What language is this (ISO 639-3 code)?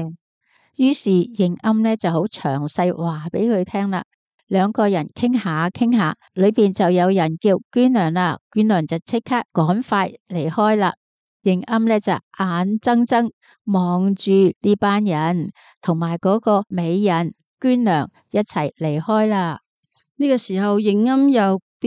yue